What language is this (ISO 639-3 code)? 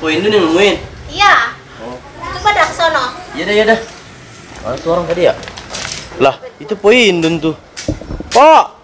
bew